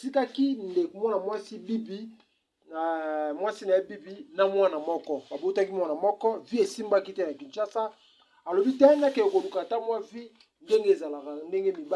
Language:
Lingala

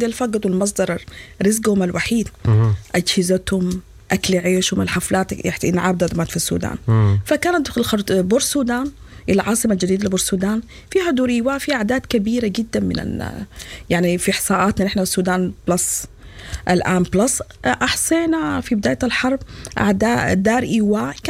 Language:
Sudanese Arabic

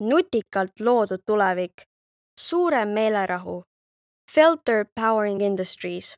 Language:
Estonian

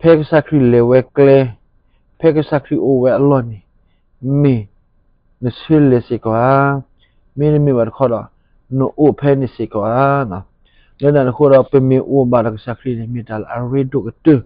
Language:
S'gaw Karen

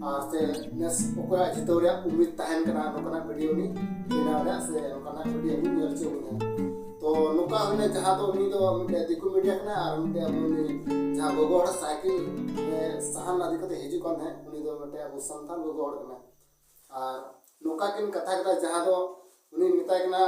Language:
Santali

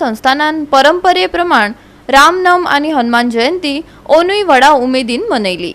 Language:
Konkani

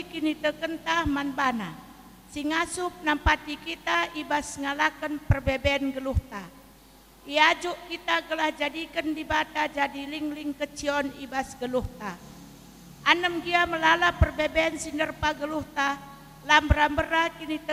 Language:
Batak Karo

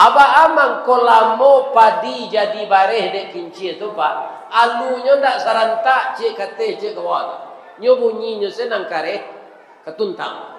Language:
Minangkabau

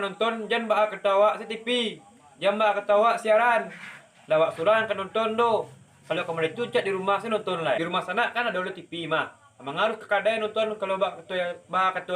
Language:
Minangkabau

